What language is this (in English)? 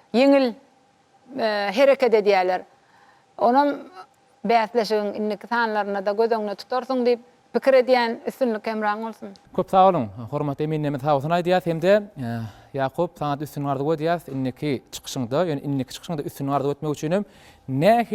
Turkmen